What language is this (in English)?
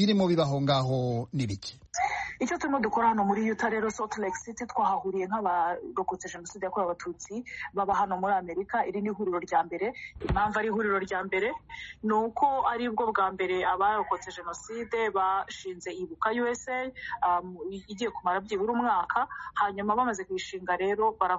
Kinyarwanda